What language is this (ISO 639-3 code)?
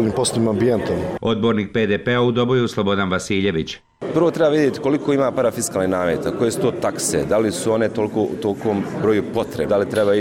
hrv